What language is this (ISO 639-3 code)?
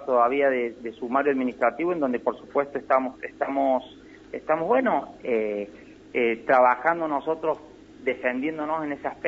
spa